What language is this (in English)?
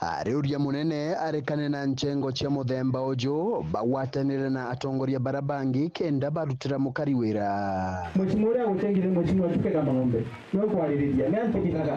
Meru